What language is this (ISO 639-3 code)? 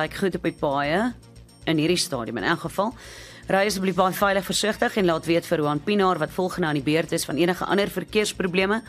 afr